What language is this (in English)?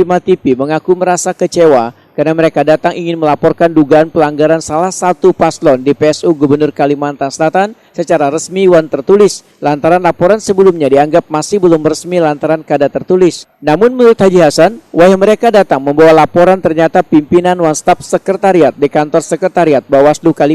Banjar